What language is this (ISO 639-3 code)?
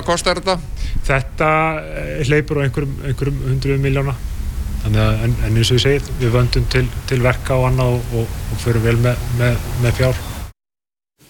isl